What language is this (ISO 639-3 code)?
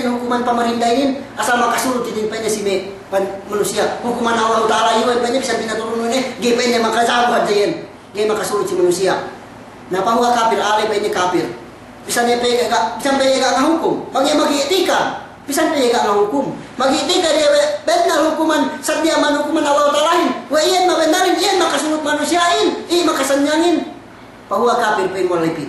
yka